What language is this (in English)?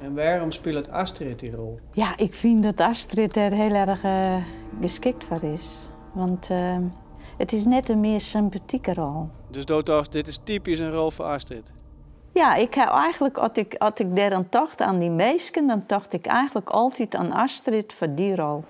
Western Frisian